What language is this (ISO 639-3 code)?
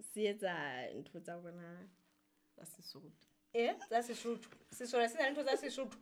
sot